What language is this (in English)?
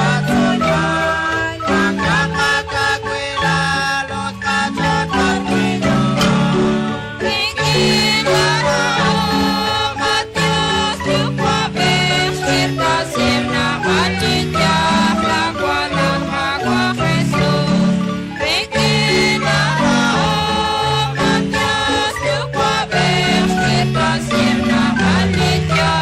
Kekchí